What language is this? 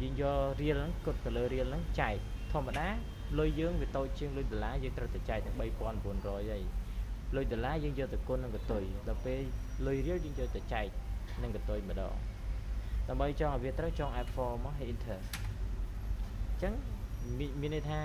Khmer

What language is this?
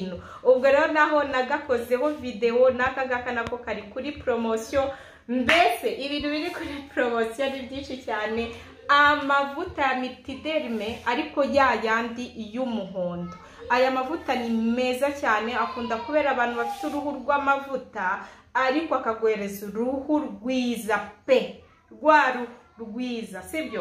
Kinyarwanda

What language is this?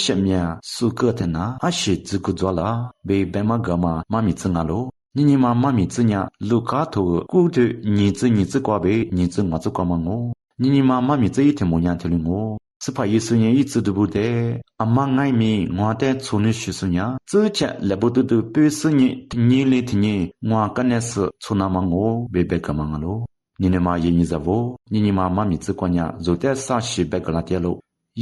Lisu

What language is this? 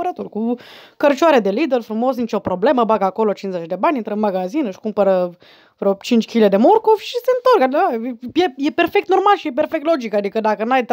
Romanian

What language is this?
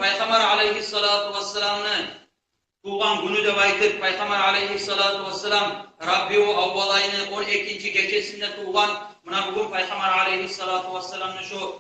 Kumyk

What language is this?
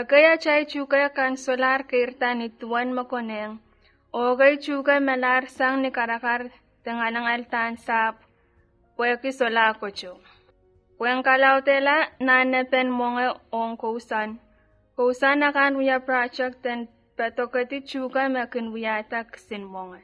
Pohnpeian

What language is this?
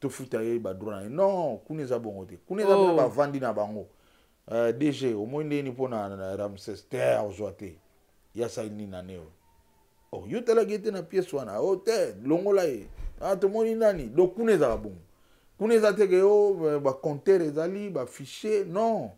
Lingala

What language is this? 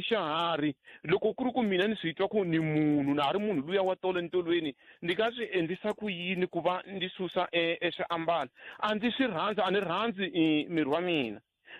Tsonga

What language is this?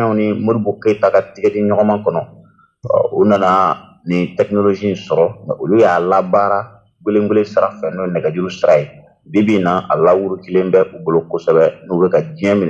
Bambara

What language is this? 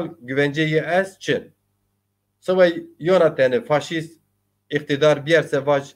Zaza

